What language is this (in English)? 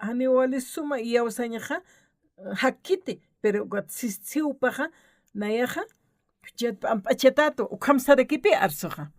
Aymara